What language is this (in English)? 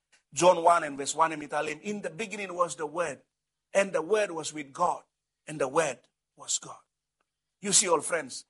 Bislama